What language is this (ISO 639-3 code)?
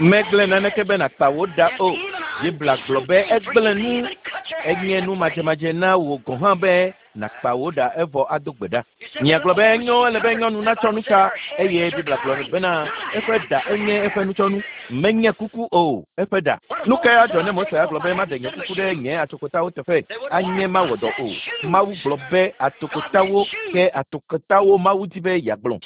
ewe